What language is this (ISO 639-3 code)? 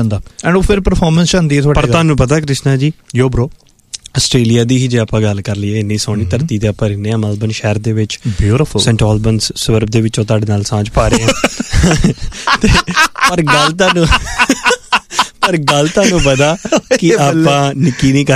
pan